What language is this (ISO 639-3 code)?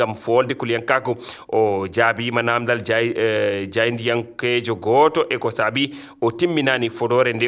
ful